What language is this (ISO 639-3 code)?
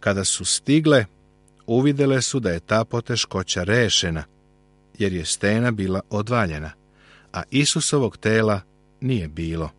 srp